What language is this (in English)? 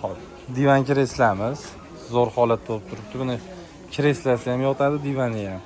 Uzbek